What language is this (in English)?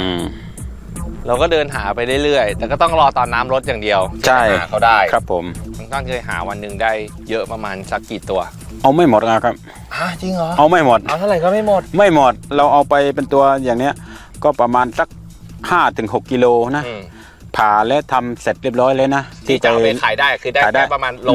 Thai